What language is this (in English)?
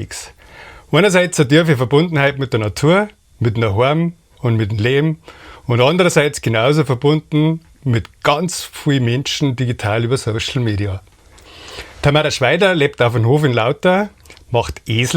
Bavarian